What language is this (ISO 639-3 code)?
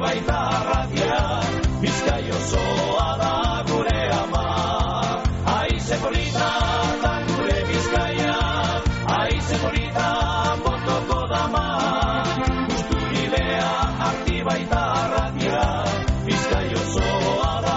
eus